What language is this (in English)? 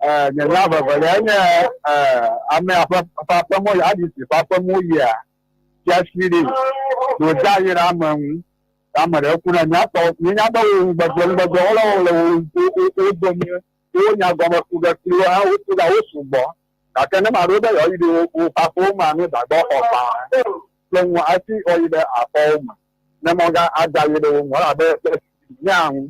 Ewe